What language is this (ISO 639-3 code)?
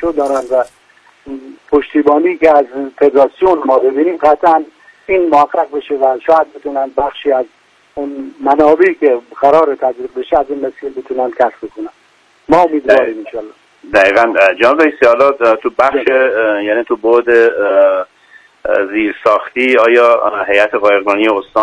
fas